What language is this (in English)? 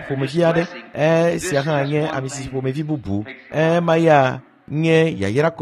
Ewe